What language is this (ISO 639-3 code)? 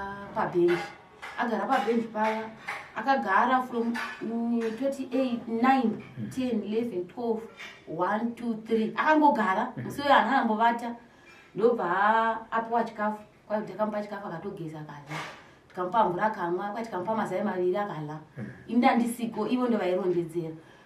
sna